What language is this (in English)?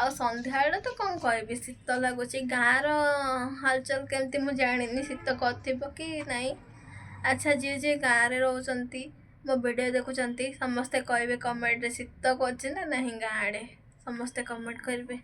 Odia